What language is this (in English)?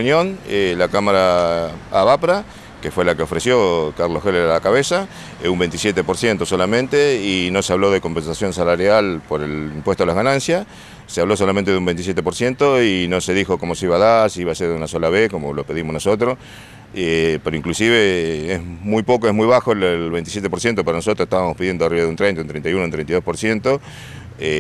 Spanish